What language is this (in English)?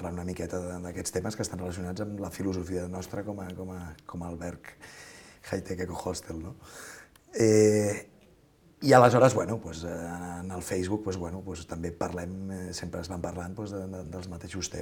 Catalan